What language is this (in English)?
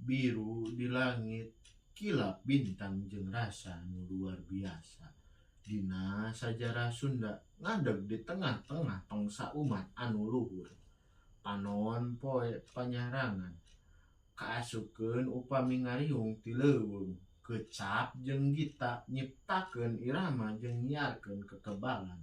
Sundanese